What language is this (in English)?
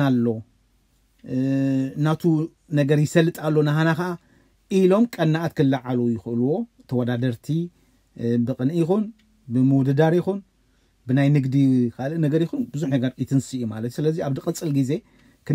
Tigrinya